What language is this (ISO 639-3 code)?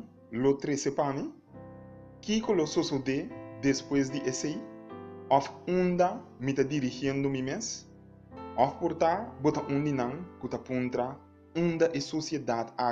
pap